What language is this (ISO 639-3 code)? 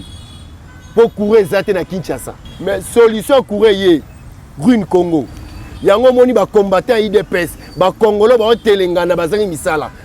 lin